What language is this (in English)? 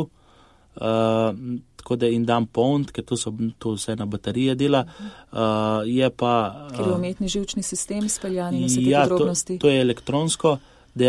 Slovenian